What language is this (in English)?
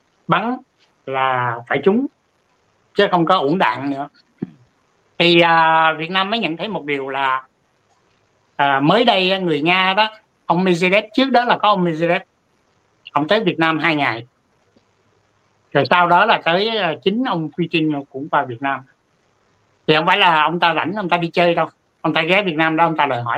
Vietnamese